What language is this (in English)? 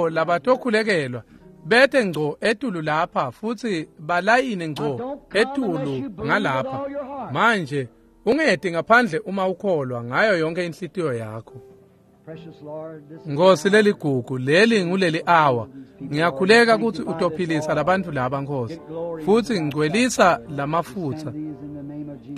Swati